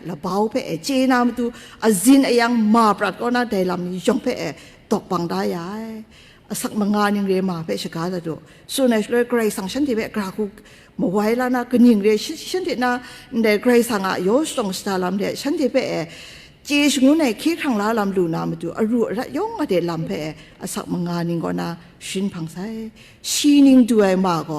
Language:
Kachin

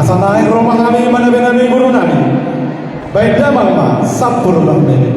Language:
Batak Toba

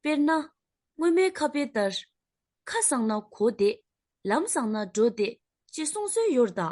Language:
Tibetan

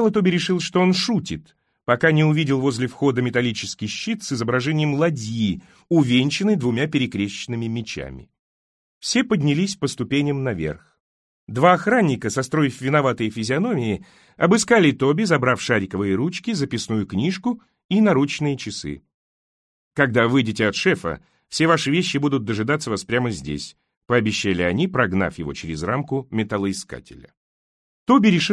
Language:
Russian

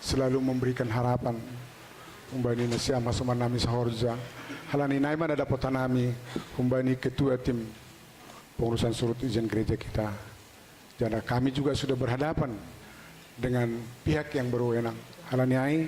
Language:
Batak Simalungun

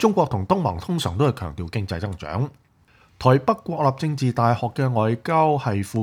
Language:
Cantonese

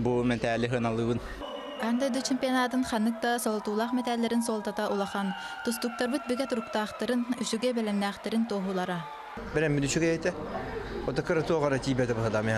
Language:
Yakut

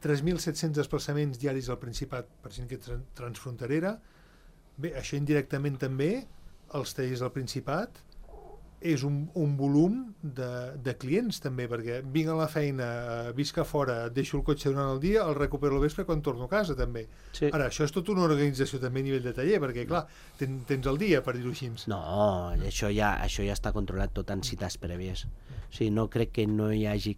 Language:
Catalan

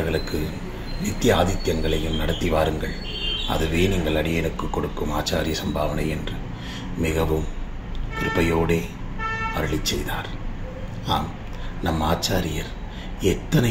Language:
Tamil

